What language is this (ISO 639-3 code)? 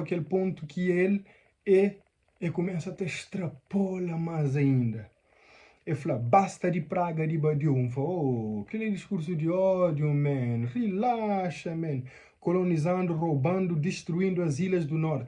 kea